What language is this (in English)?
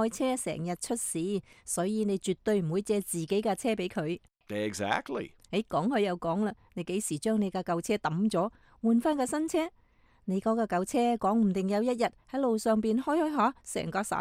Cantonese